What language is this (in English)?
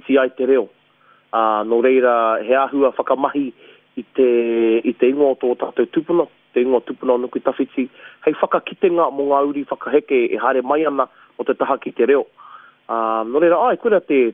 Māori